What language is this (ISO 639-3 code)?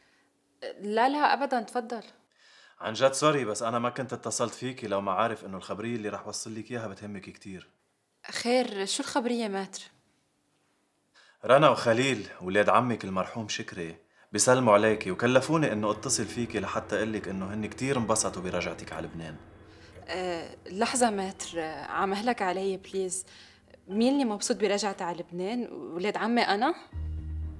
apc